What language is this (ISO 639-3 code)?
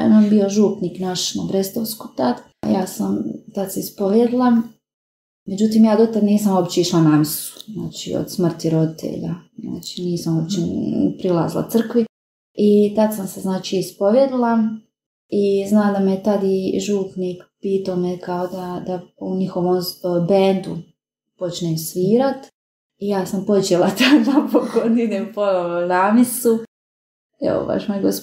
hrv